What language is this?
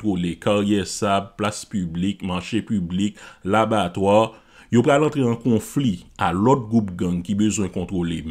Haitian Creole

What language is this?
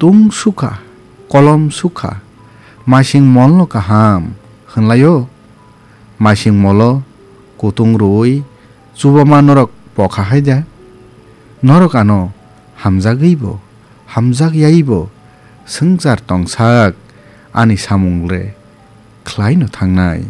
Kok Borok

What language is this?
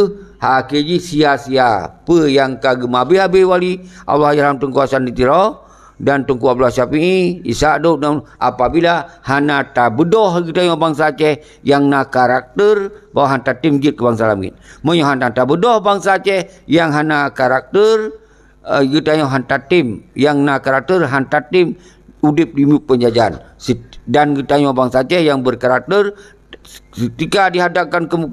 Achinese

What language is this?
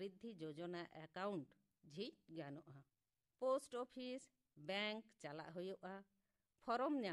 Santali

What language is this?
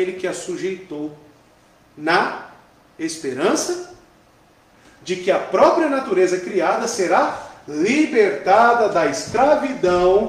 Portuguese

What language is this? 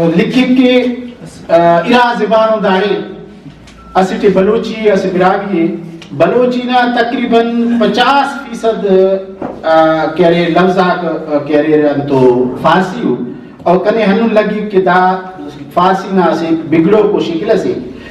Brahui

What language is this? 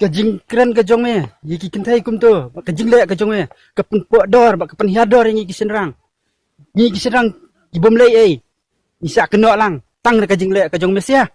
Khasi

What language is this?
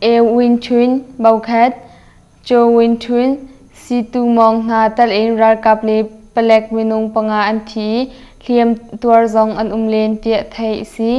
Hakha Chin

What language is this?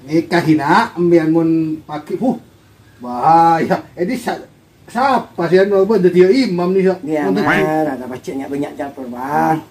Madurese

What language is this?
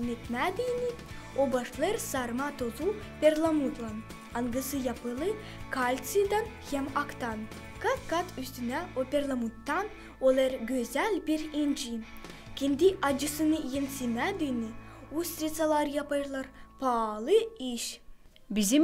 Gagauz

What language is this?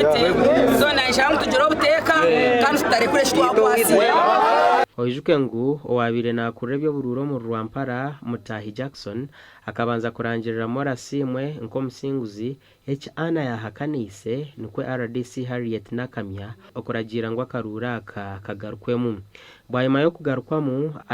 Nyankole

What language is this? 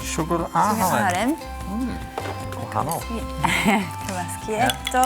Welsh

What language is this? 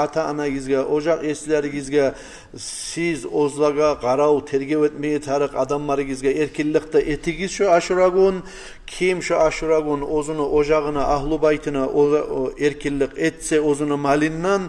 Kumyk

